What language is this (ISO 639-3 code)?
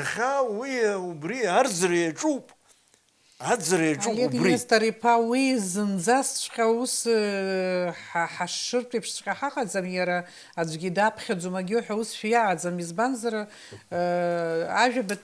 abk